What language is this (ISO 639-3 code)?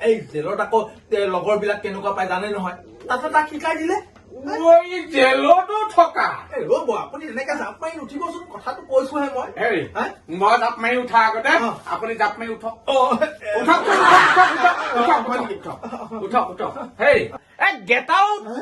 asm